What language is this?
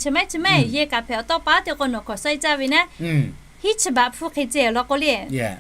Lahu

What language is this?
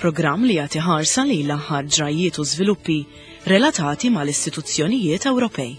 Maltese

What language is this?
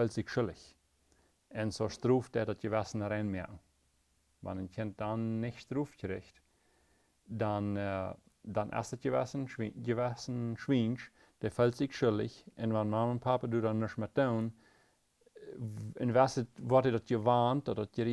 Plautdietsch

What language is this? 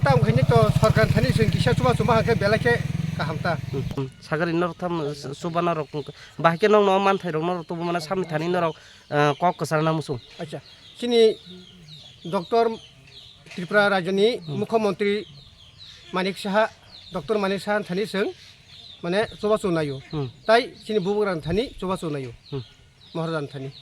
Kok Borok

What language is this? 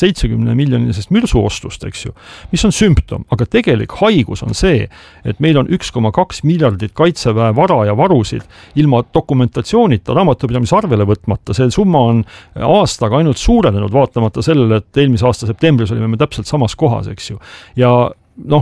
Estonian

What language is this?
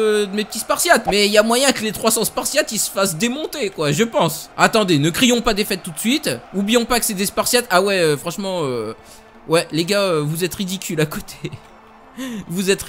French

